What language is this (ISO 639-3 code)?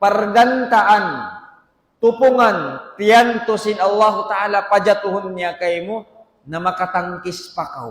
tsg